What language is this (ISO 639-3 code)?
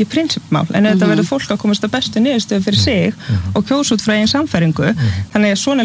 isl